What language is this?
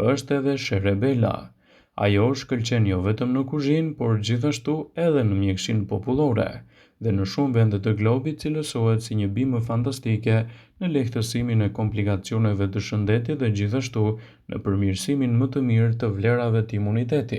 Albanian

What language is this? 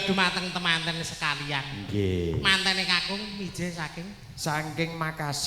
Javanese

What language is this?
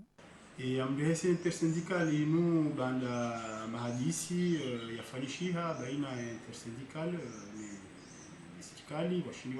Ngazidja Comorian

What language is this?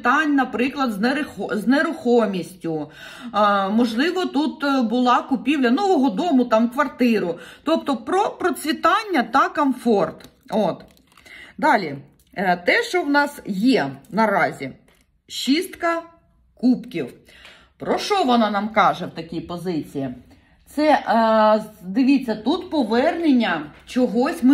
Ukrainian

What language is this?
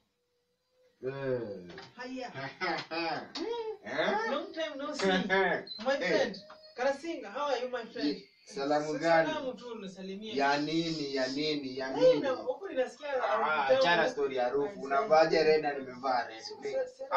Swahili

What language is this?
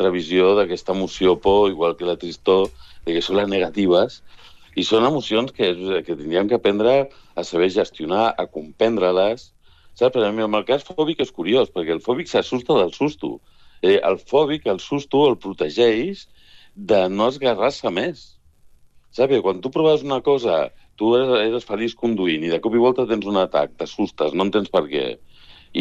Catalan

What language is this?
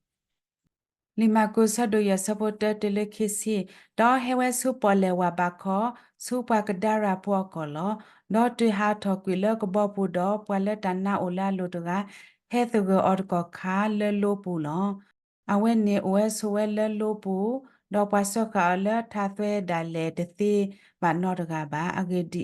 S'gaw Karen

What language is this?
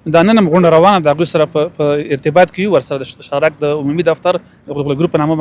Pashto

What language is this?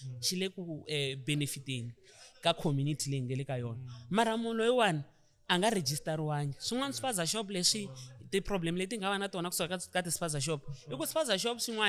Tsonga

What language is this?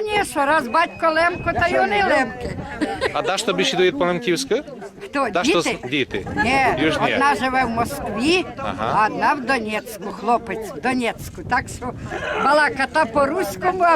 Rusyn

